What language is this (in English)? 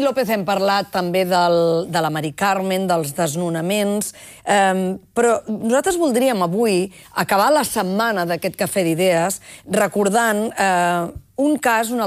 Catalan